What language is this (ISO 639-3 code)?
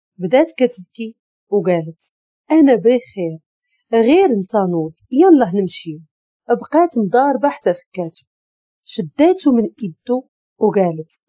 ary